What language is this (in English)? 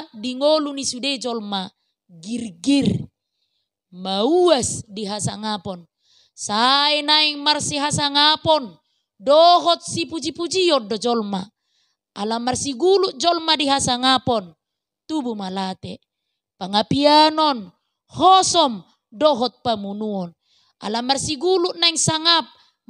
Batak Toba